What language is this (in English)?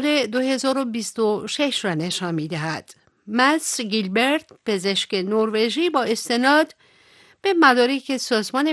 Persian